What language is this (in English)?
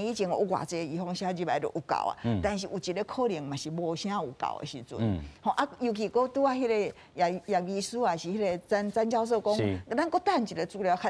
Min Nan Chinese